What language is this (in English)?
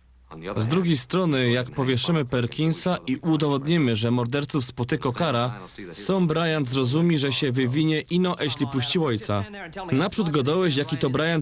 Silesian